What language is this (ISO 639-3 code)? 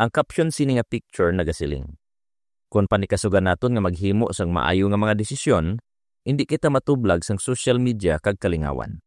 hil